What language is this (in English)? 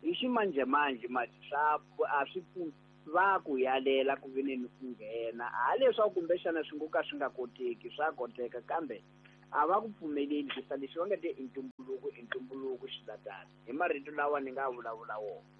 Tsonga